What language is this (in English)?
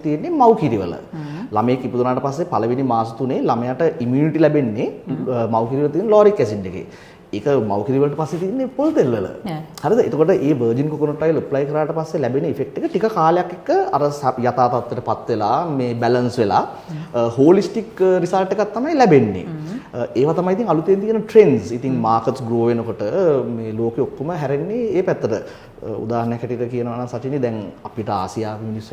Sinhala